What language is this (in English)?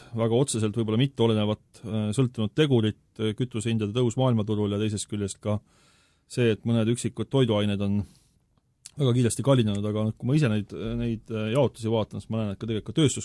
Estonian